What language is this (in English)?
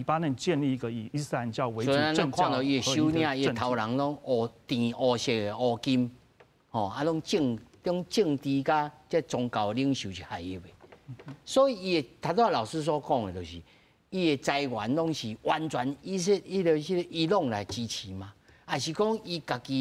Min Nan Chinese